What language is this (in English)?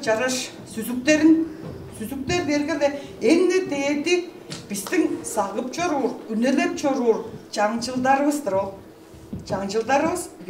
Tuvinian